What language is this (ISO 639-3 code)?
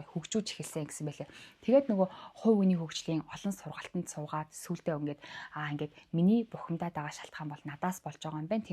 mon